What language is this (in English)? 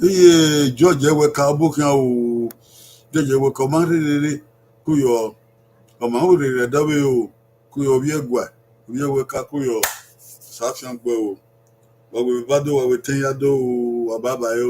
Bini